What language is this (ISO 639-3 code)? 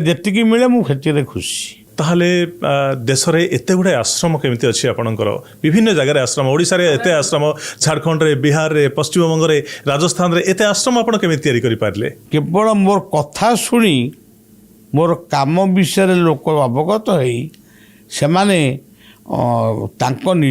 ori